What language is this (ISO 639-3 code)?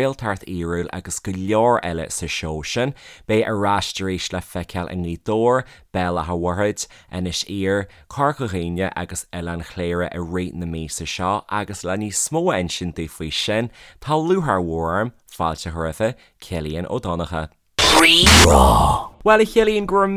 gle